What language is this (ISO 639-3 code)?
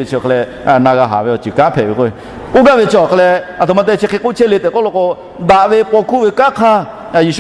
lhu